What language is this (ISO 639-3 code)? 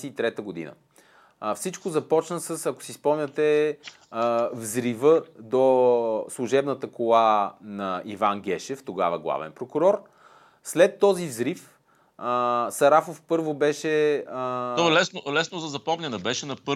bul